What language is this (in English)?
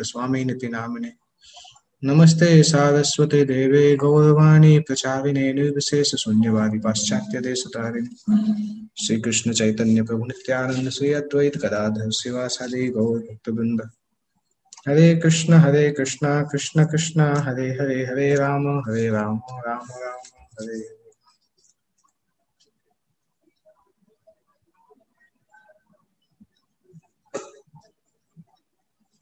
Hindi